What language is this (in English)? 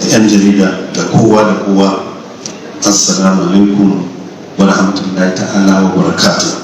Hausa